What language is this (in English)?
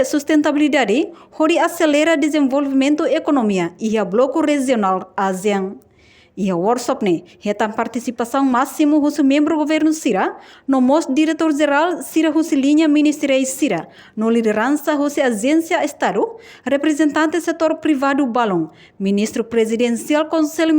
Tetum